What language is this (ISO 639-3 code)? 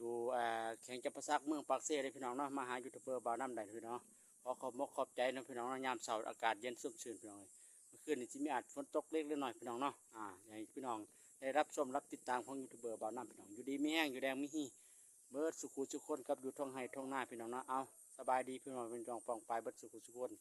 lao